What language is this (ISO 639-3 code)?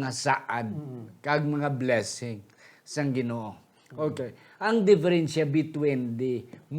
hil